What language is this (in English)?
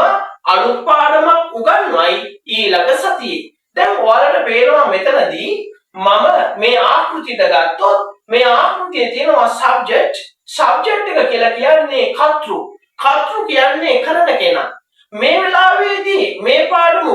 Sinhala